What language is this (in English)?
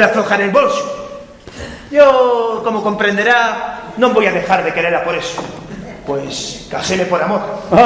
Asturian